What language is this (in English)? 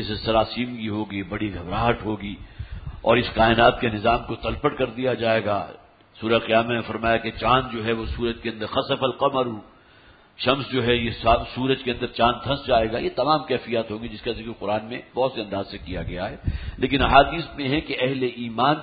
Urdu